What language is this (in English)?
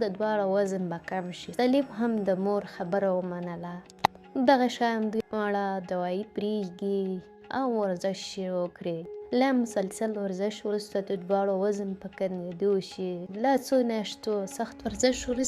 Pashto